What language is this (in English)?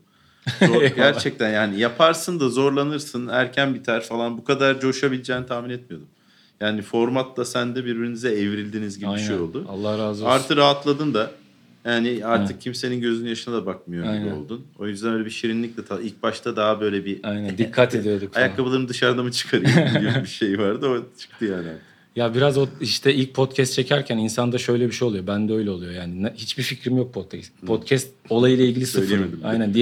Turkish